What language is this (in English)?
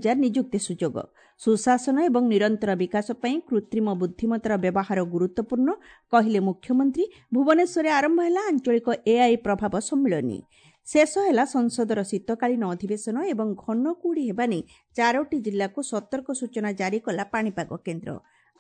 Odia